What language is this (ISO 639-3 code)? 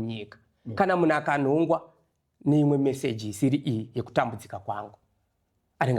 sna